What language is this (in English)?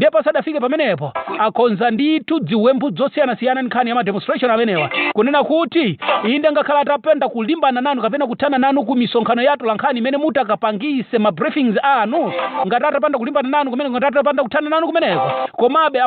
Nyanja